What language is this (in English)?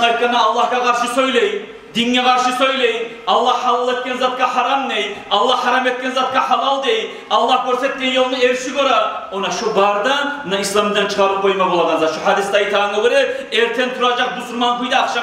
Kumyk